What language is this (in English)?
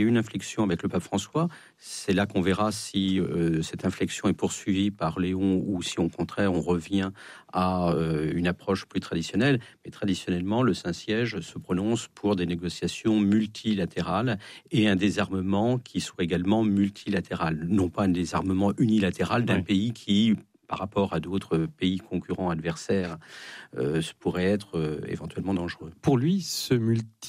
French